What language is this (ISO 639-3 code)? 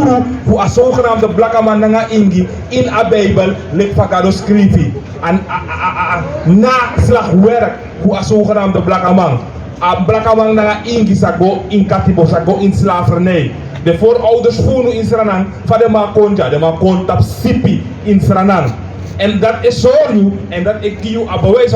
srn